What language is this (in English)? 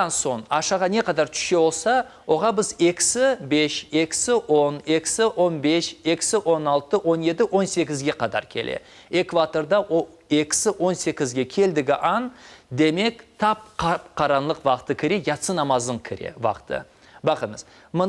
Crimean Tatar